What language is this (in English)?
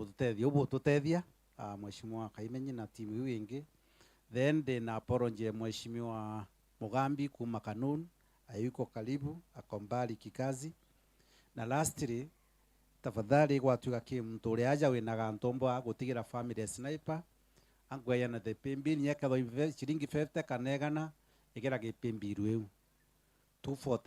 Meru